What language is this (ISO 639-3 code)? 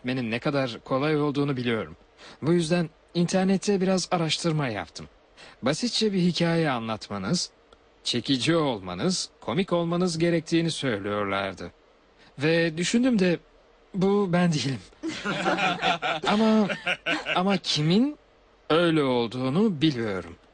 tur